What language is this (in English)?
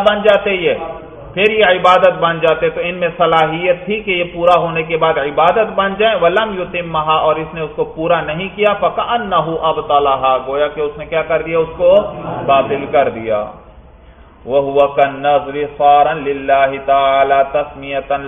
Urdu